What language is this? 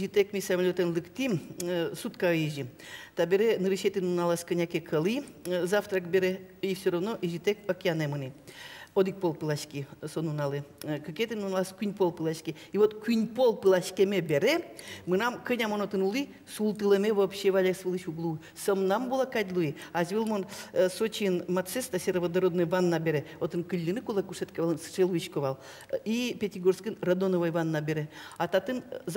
Udmurt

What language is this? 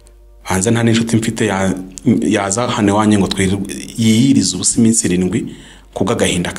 Kinyarwanda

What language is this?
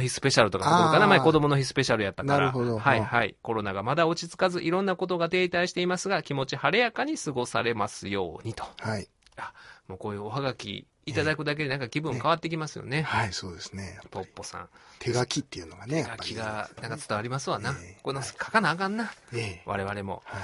Japanese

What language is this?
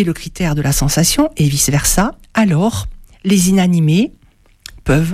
French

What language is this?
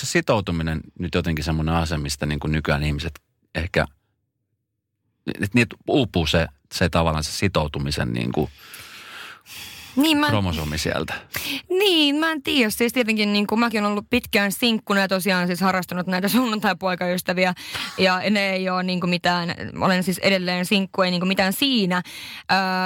Finnish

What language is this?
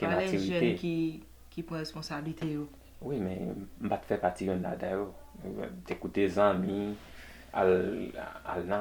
Haitian Creole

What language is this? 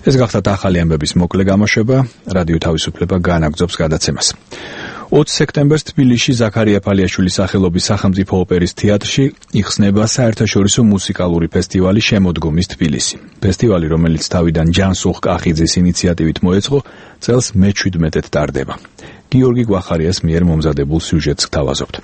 Georgian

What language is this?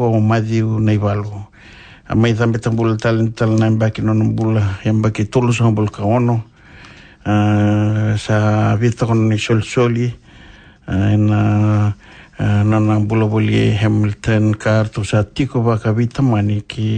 Fijian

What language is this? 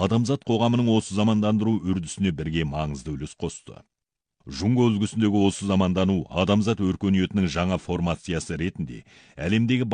Kazakh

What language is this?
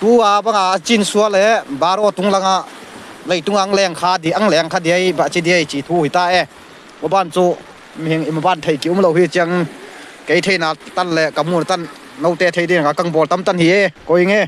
Tedim Chin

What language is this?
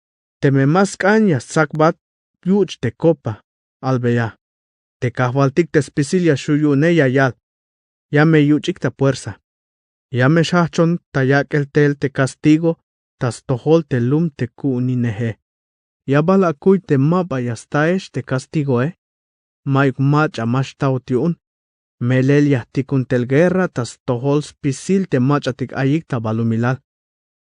Tzeltal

